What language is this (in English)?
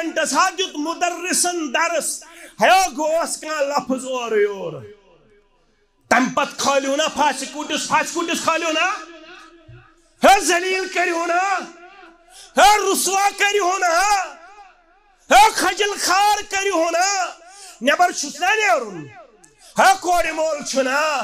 Kashmiri